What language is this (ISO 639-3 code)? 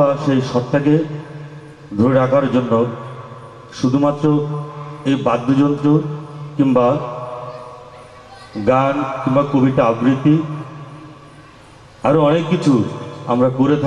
ben